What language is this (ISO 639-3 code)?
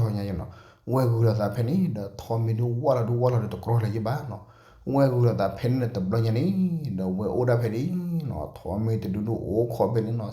ksw